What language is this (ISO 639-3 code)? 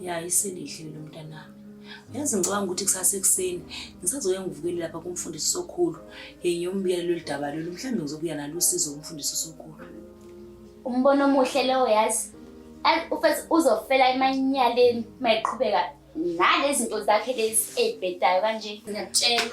zul